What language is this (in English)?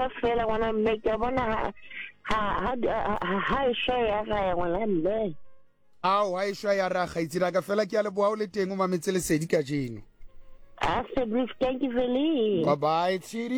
Southern Sotho